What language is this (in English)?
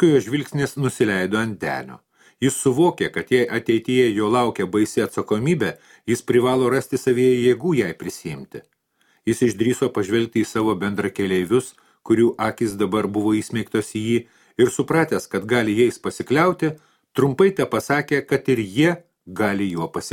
Lithuanian